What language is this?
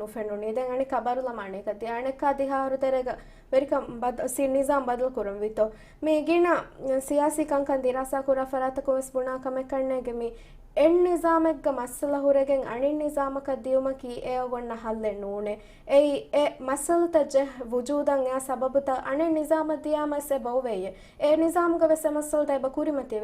Divehi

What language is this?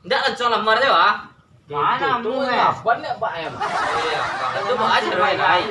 Minangkabau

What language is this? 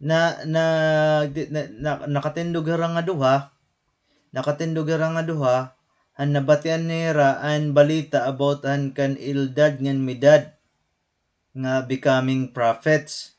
Waray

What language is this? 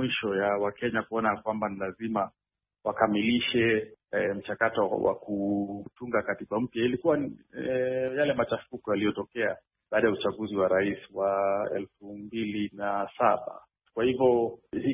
Swahili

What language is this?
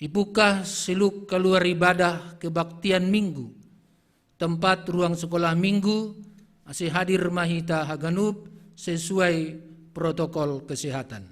Batak Simalungun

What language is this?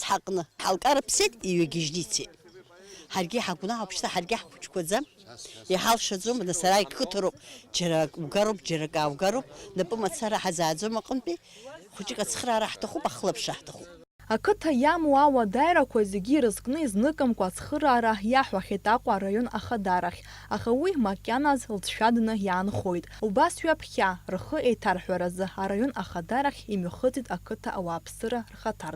Abkhazian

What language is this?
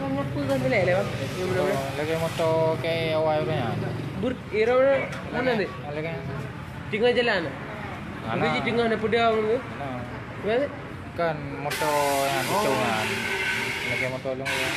Achinese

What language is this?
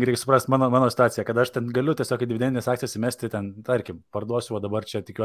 Lithuanian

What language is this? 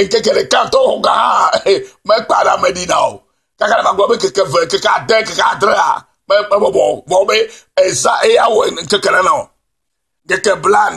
Ewe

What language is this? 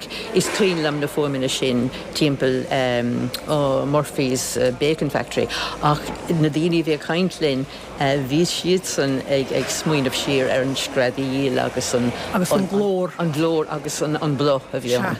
Irish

